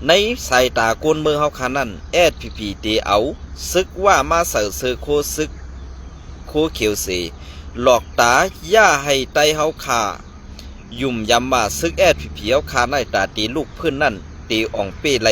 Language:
Shan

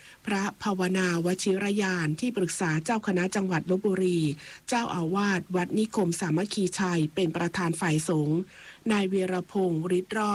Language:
Thai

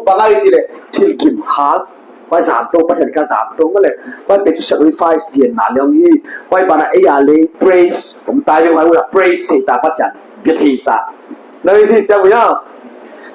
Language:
Paite Chin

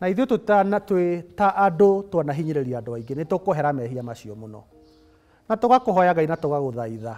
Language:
Kikuyu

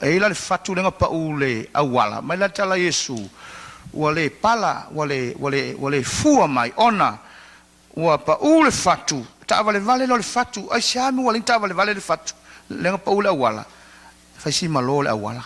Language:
Samoan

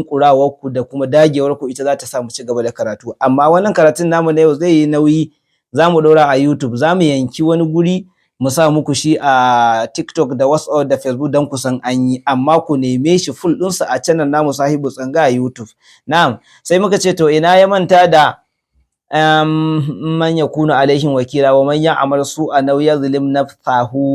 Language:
Hausa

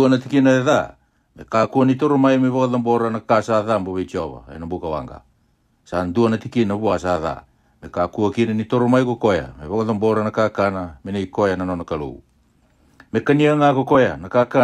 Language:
Fijian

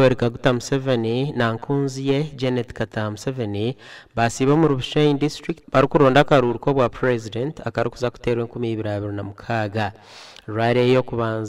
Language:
Nyankole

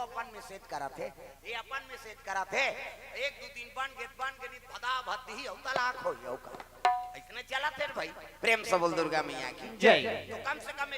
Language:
Chhattisgarhi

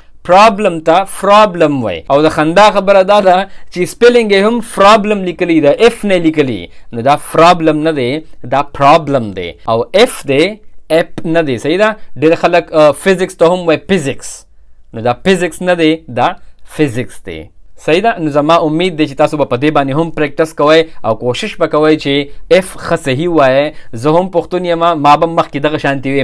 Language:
Pashto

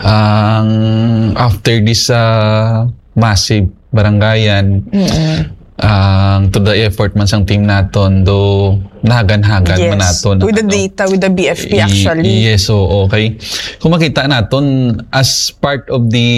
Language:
Hiligaynon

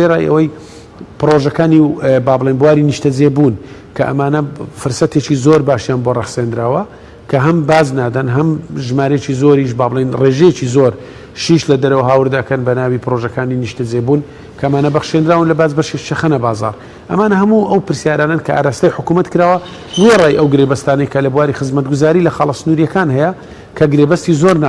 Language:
Central Kurdish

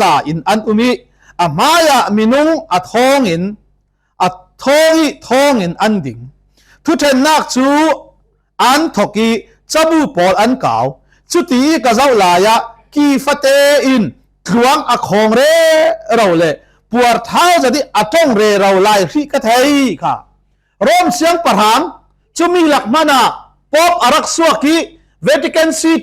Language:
Falam Chin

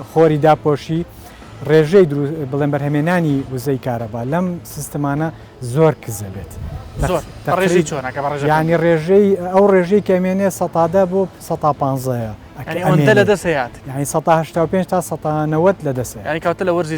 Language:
Central Kurdish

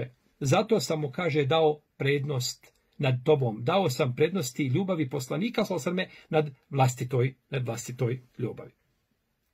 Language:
Bosnian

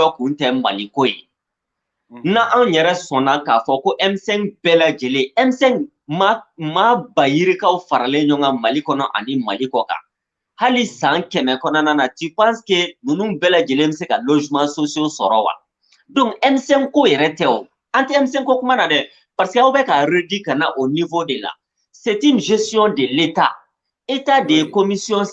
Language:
Bambara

